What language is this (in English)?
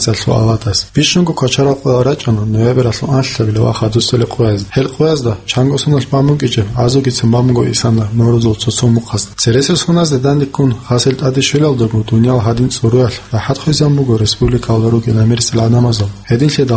Avaric